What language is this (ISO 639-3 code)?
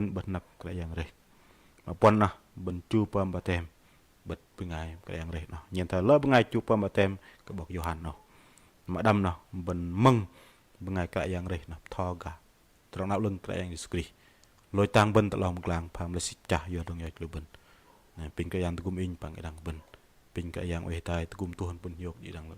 bdq